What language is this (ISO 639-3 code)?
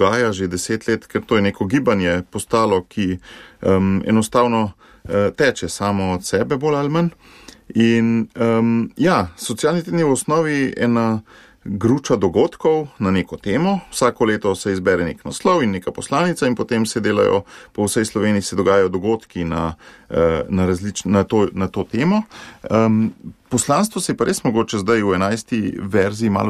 slv